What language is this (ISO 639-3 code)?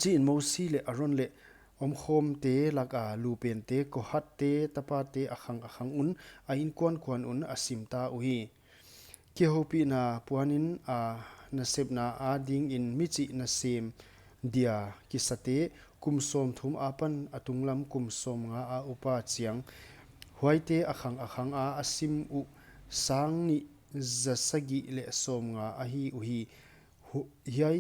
pck